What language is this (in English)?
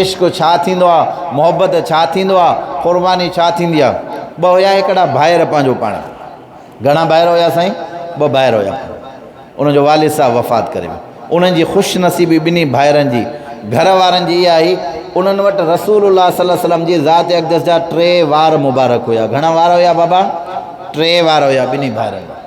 Sindhi